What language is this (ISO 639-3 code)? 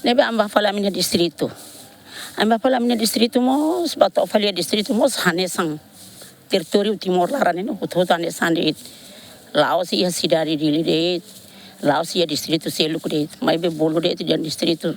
tet